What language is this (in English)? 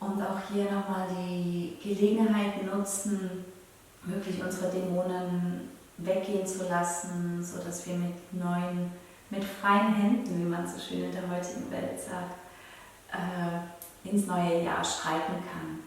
Swiss German